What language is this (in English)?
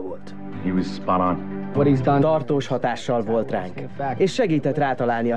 Hungarian